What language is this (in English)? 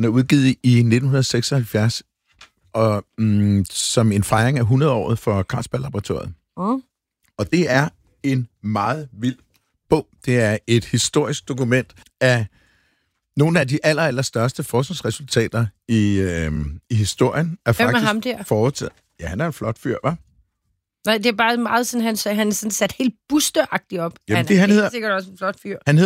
Danish